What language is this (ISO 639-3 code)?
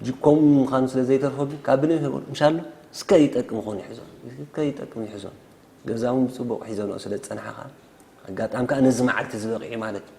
tir